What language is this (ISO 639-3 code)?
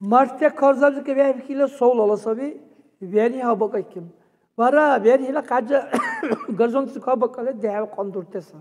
dar